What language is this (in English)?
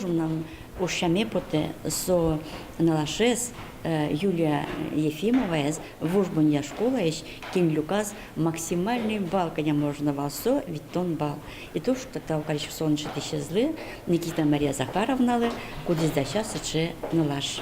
Udmurt